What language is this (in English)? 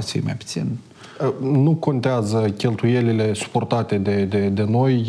Romanian